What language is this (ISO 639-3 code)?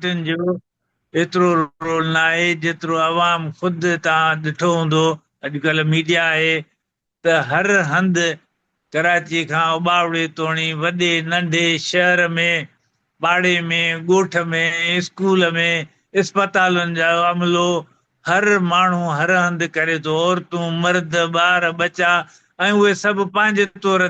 snd